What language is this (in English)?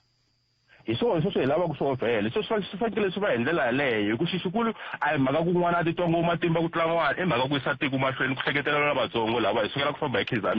Tsonga